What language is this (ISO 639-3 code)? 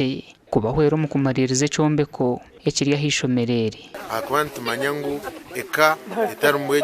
nyn